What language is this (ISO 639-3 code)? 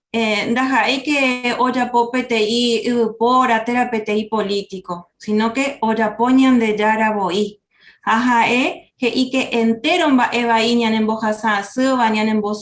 grn